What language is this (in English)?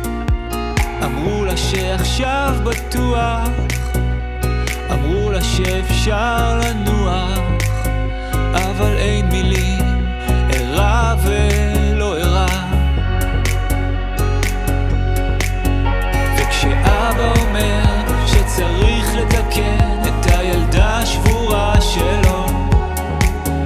Hebrew